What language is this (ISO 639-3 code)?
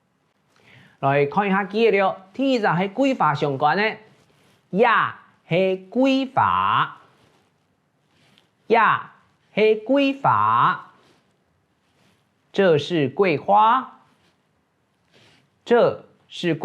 hak